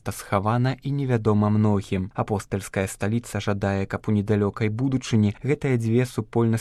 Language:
Belarusian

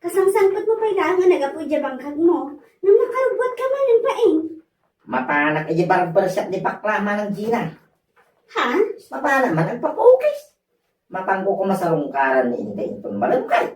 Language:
Iloko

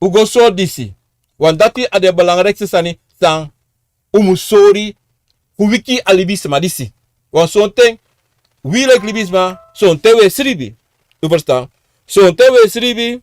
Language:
Sranan Tongo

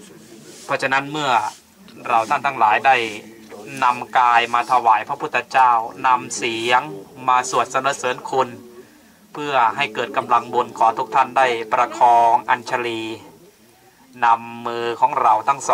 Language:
Thai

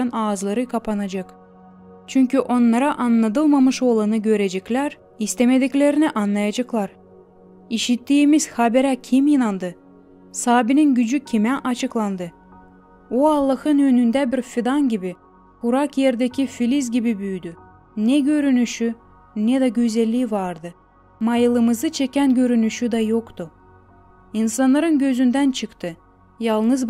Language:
Gagauz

